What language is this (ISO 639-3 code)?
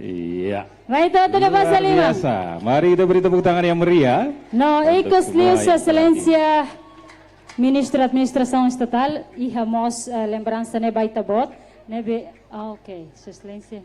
tet